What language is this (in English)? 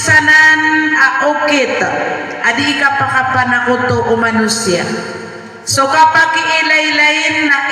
Maranao